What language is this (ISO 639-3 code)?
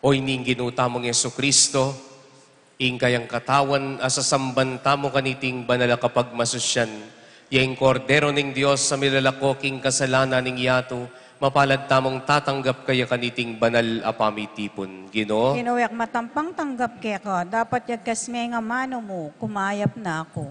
pam